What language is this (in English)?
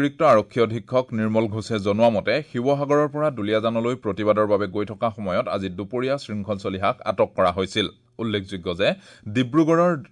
Assamese